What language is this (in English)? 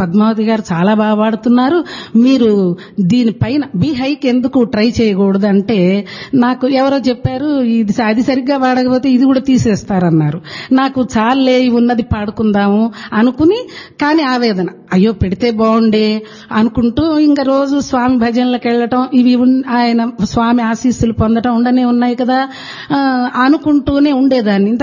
Telugu